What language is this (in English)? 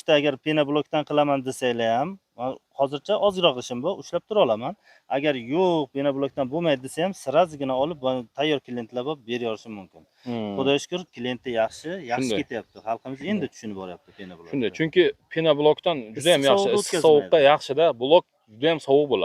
Uzbek